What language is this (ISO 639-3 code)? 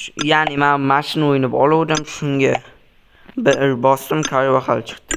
uzb